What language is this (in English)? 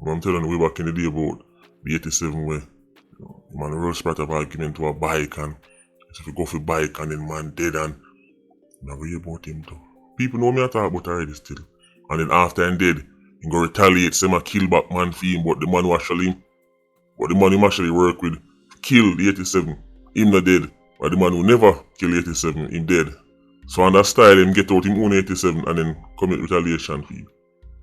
Jamaican Creole English